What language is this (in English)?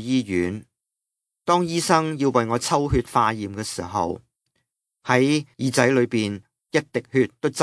Cantonese